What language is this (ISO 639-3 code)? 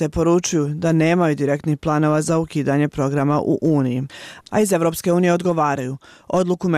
bos